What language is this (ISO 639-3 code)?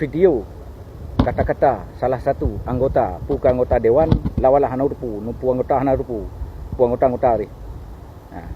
ace